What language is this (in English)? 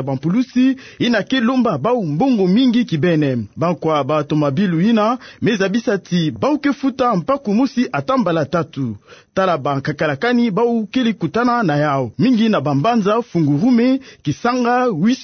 Kituba (Democratic Republic of Congo)